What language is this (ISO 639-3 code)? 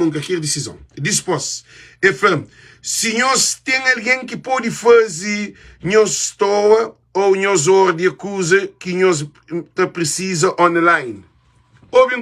kea